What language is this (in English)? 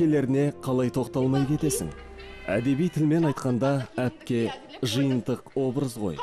Kazakh